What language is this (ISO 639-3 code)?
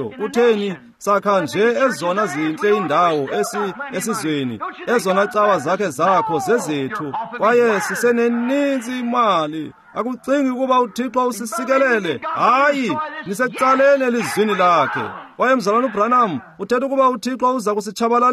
xho